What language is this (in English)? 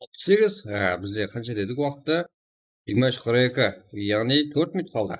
Kara-Kalpak